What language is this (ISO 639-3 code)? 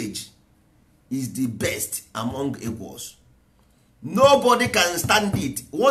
ibo